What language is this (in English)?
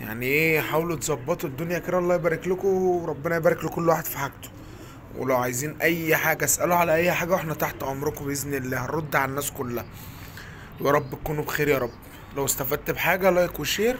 Egyptian Arabic